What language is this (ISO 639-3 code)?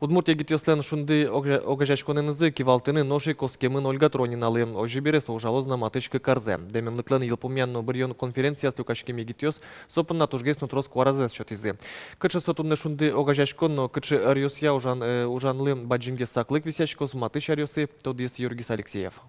udm